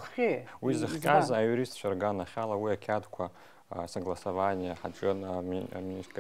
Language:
Abkhazian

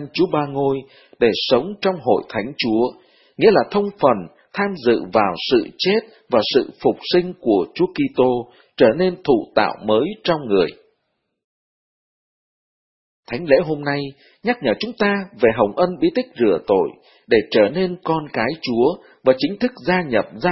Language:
Vietnamese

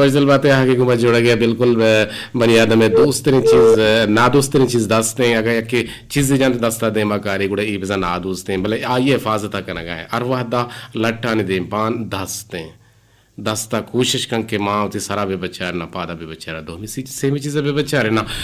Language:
Eastern Balochi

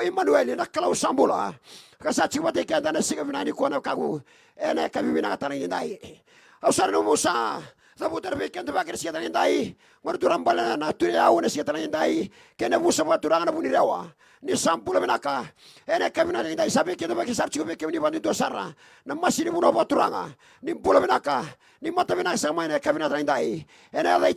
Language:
Fijian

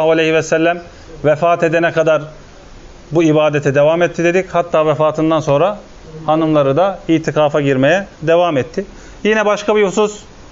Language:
Turkish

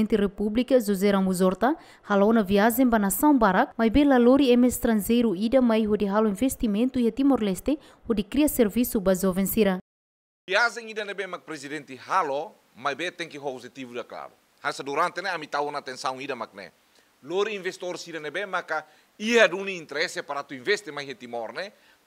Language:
Tetum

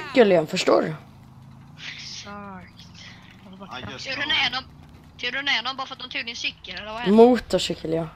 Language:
Swedish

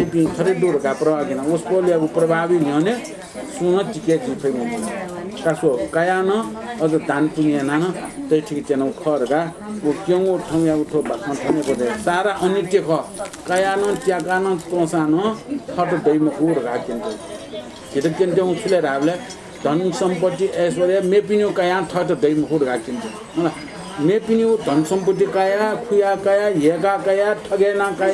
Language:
Newari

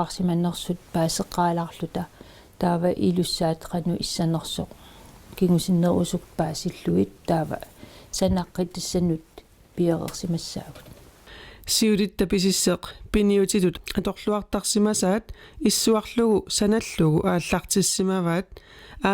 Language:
Kalaallisut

